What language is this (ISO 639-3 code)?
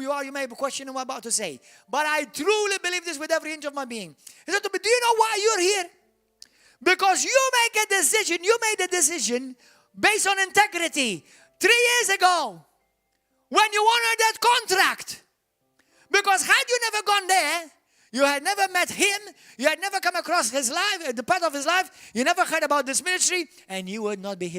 eng